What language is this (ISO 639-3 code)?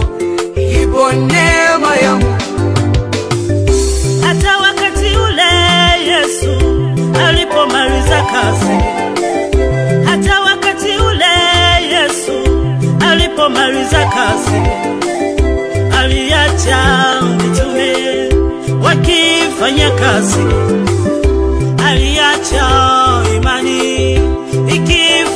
swa